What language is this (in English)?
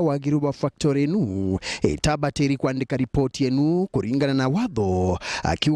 Meru